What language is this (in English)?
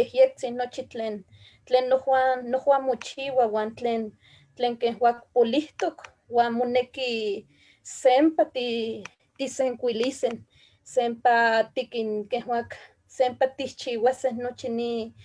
Eastern Huasteca Nahuatl